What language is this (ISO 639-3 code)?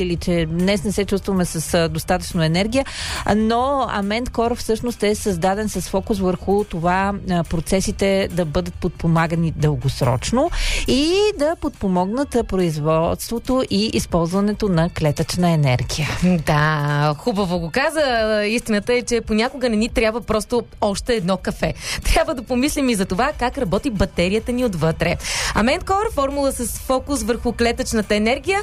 bul